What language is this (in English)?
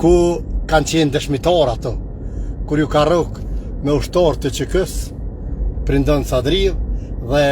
Albanian